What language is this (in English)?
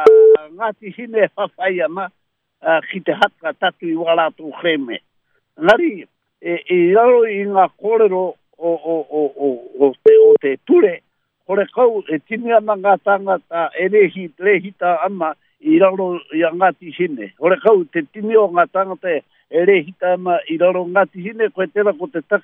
Māori